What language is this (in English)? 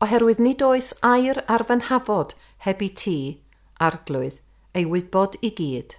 Welsh